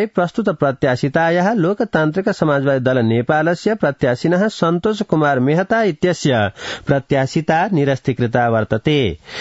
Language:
Sanskrit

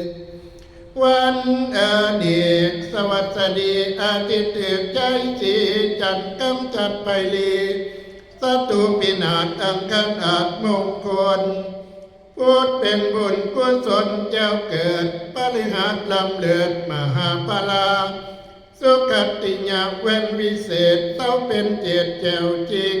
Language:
Northeastern Thai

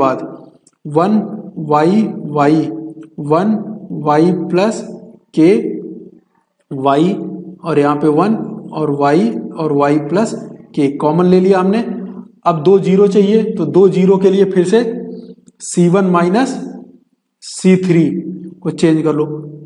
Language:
Hindi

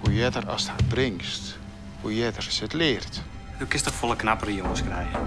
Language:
Western Frisian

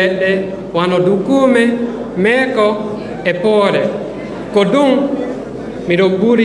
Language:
Fula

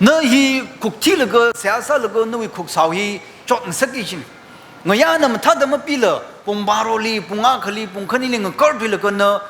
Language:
Tangkhul Naga (India)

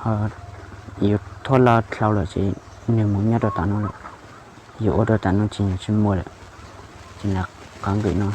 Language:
Hmong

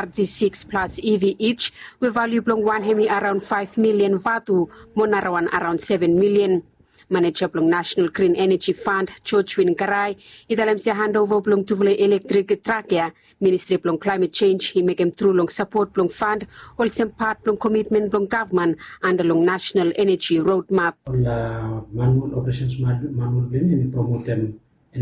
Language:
Bislama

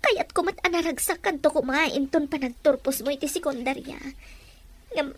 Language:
Iloko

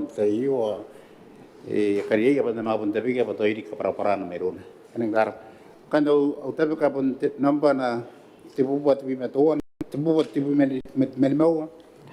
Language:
Gilbertese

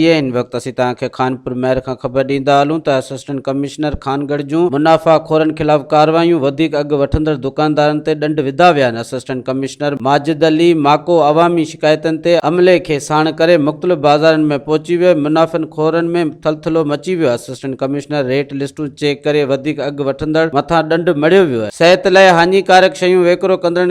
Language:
Sindhi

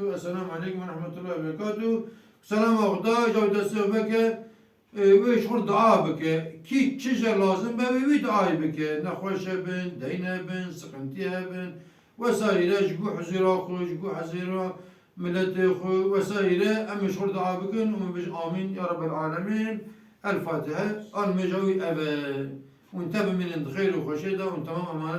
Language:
Kurdish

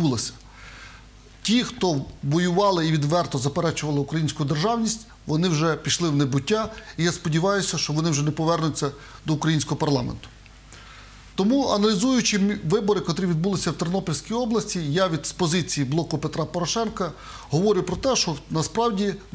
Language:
Ukrainian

